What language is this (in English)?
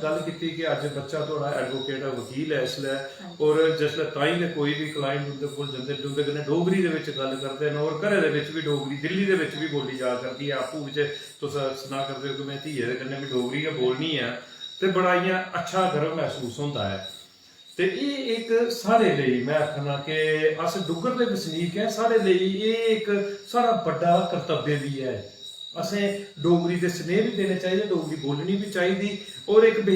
Dogri